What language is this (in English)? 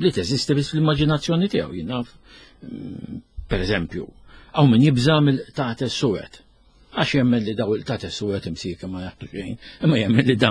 Maltese